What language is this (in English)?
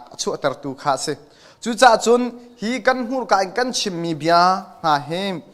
Hakha Chin